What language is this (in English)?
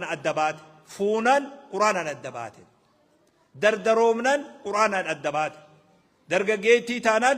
Oromo